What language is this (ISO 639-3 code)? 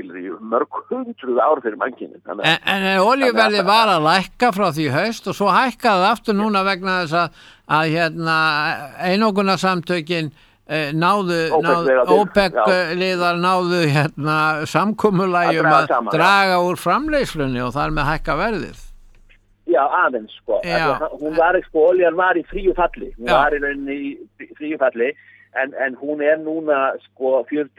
isl